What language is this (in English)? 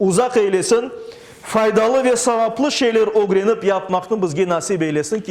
Crimean Tatar